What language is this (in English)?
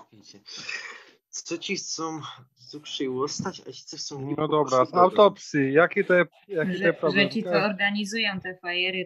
Silesian